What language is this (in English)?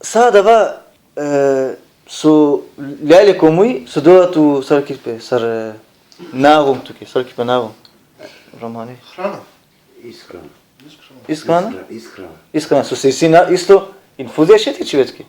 Balkan Romani